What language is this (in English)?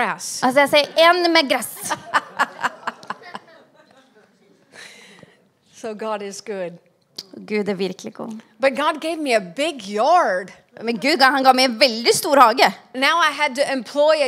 Norwegian